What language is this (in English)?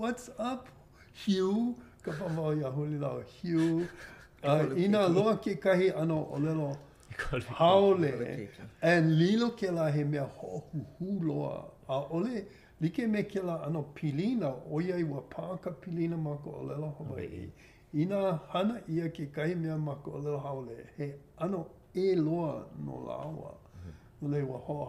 Hawaiian